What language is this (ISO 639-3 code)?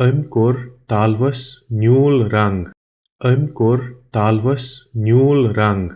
kas